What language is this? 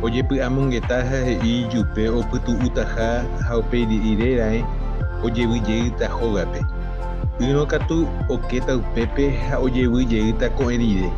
Guarani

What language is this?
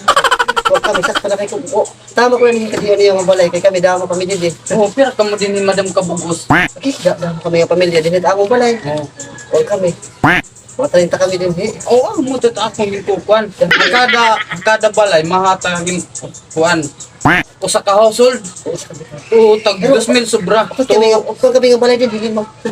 Waray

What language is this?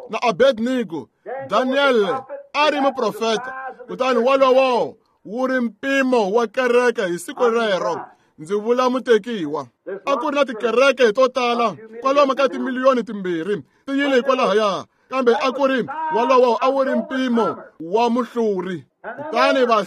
Tsonga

